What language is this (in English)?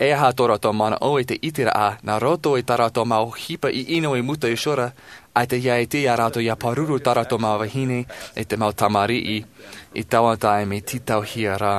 Tahitian